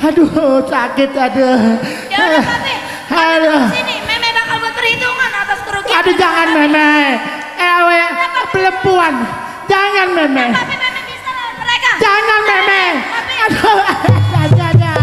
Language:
Betawi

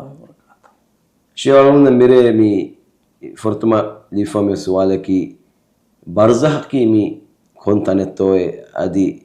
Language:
Divehi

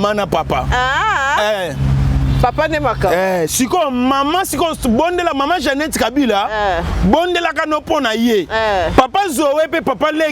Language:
Lingala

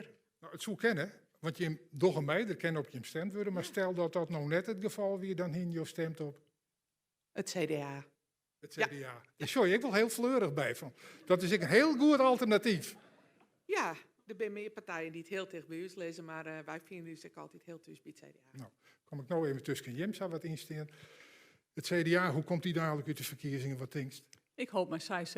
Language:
Western Frisian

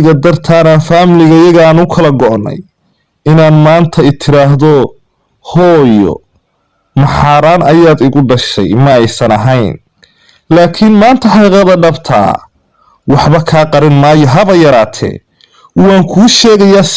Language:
Somali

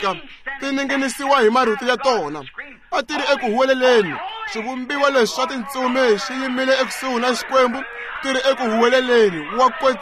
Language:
Tsonga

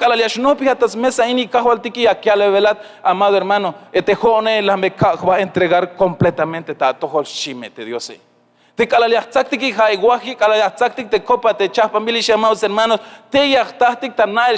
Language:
Tzeltal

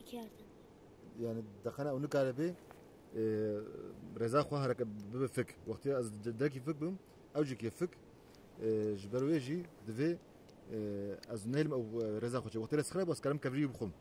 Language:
Kurdish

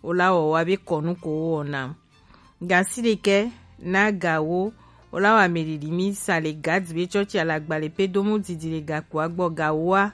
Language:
Gen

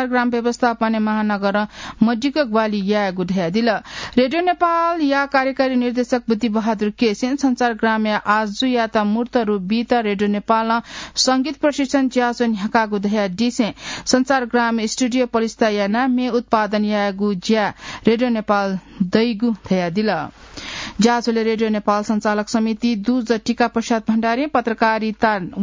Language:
Newari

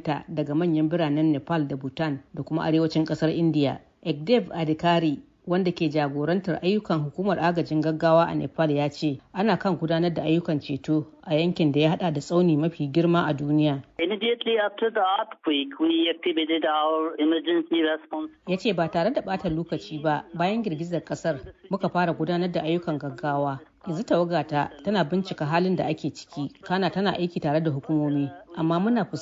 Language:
Hausa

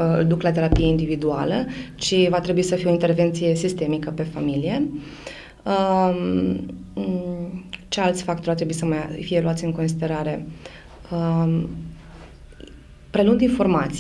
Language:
Romanian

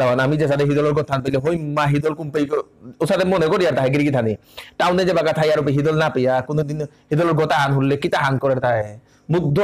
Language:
Bishnupriya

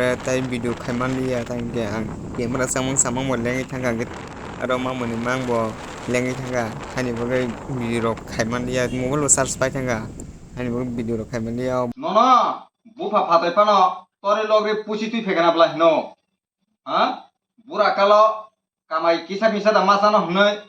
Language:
Kok Borok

